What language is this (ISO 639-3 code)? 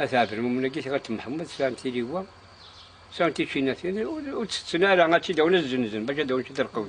kab